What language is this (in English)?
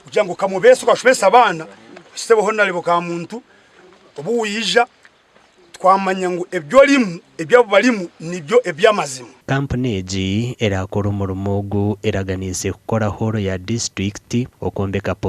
Nyankole